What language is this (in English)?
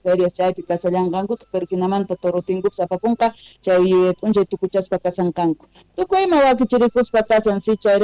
Quechua